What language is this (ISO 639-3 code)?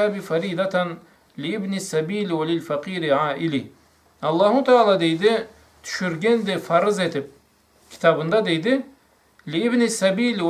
krc